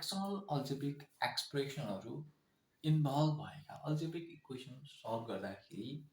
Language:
Nepali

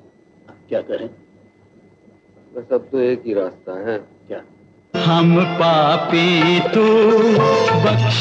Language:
Hindi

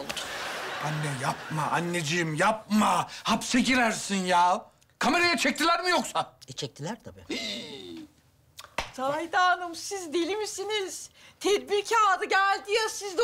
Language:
Turkish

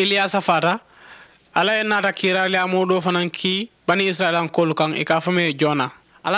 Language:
Mandingo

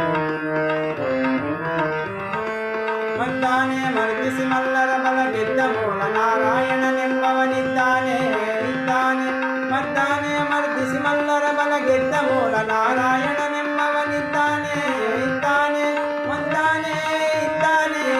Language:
Kannada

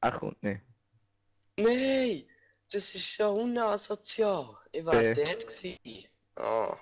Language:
Swiss German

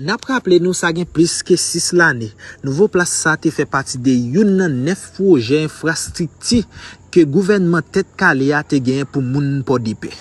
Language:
Haitian Creole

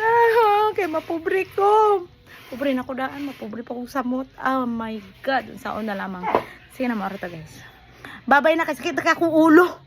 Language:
Cebuano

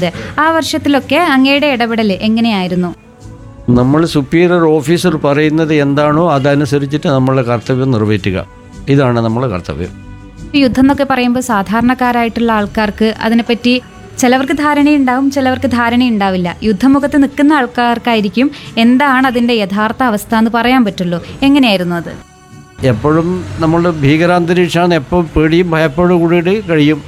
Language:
Malayalam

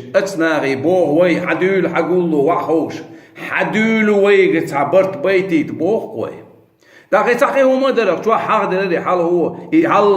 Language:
Chechen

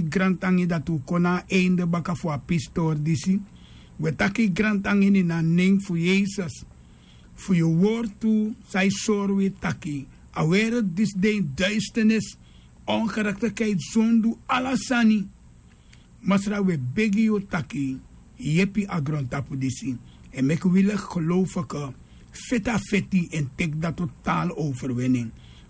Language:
Sranan Tongo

